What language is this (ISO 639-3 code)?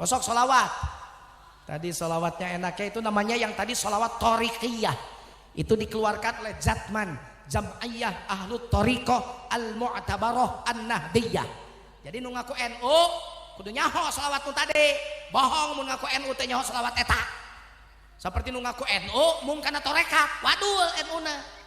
sun